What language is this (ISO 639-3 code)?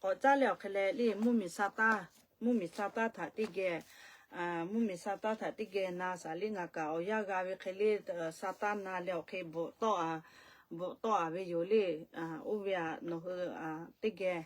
lhu